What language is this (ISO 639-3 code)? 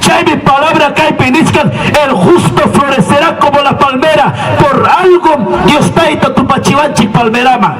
quy